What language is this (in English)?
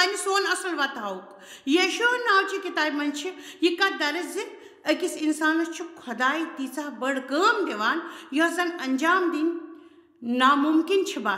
Kashmiri